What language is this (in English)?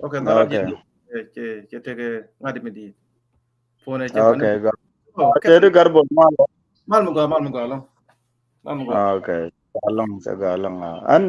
Nuer